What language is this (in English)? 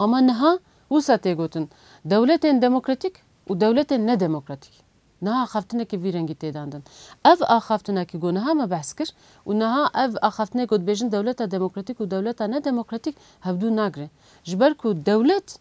Kurdish